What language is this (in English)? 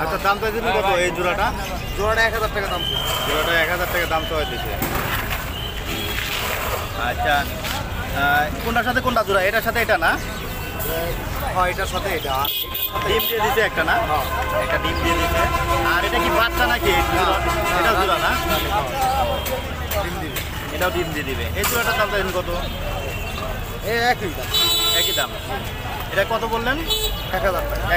Bangla